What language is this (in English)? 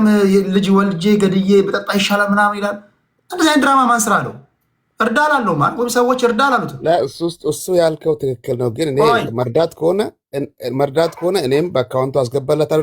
Amharic